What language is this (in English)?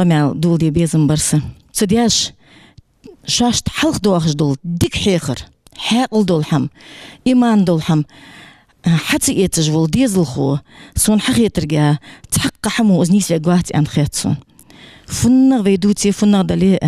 Ingush